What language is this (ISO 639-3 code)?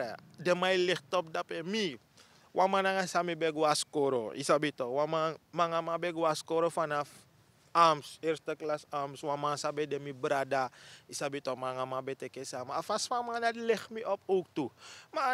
srn